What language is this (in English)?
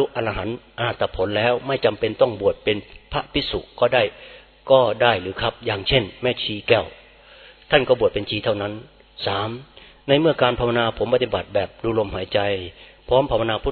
Thai